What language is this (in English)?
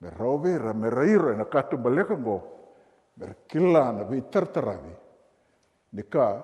Fijian